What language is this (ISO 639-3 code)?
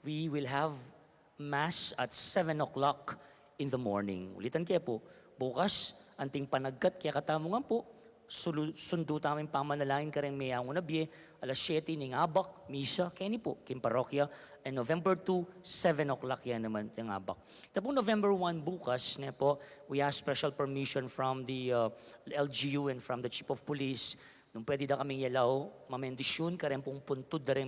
pam